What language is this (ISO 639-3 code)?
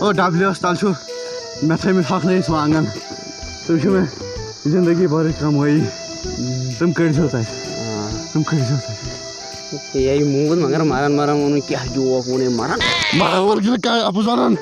kas